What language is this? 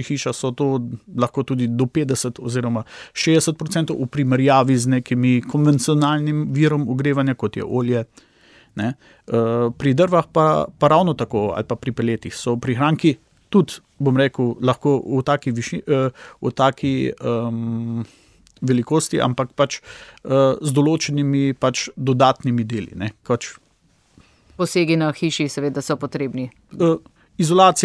Slovenian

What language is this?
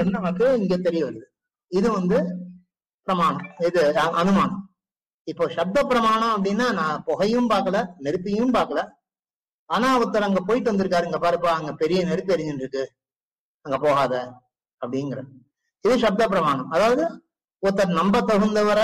Tamil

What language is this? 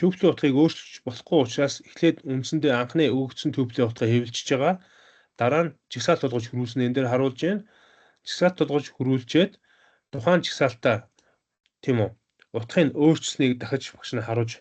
Mongolian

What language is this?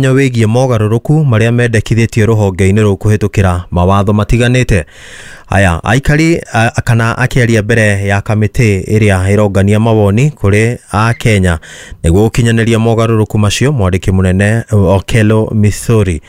Kikuyu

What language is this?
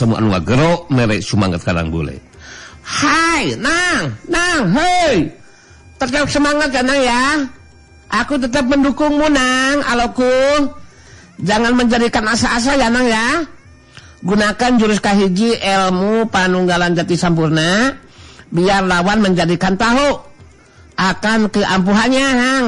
Sundanese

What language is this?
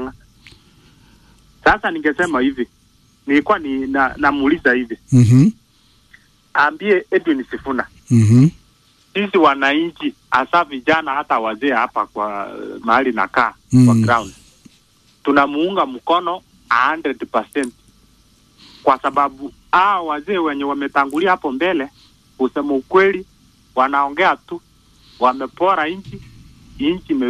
Swahili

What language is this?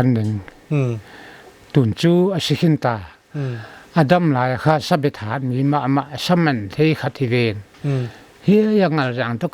Paite Chin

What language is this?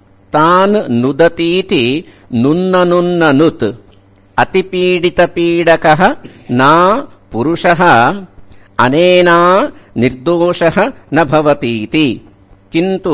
Sanskrit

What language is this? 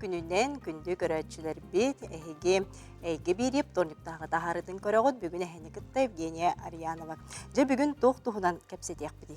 Yakut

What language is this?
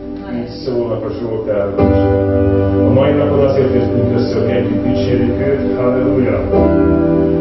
Hungarian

